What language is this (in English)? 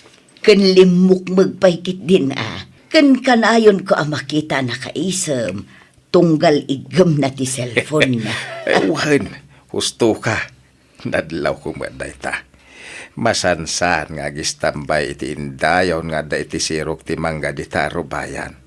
Iloko